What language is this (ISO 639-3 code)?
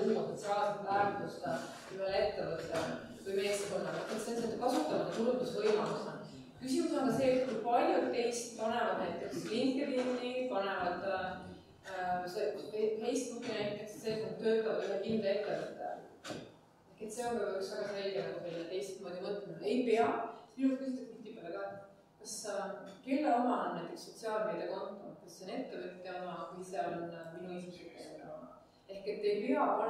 est